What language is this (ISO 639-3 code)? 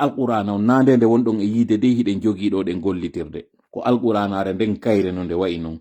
ful